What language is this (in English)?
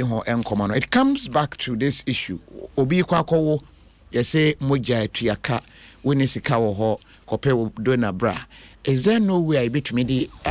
Akan